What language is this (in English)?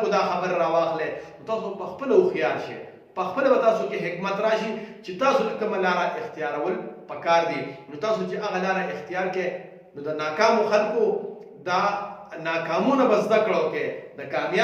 Pashto